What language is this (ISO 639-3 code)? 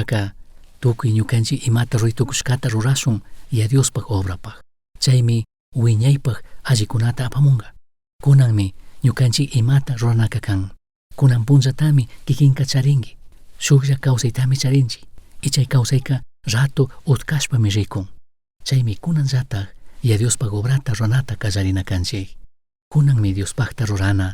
qug